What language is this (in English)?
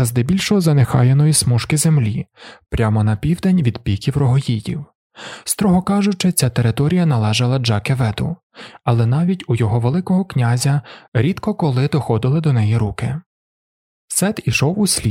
Ukrainian